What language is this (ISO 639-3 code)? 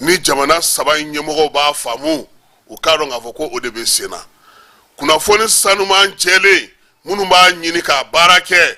bam